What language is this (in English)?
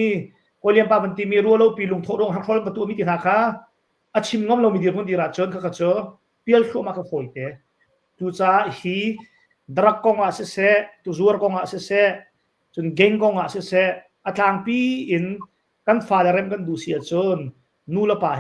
Hakha Chin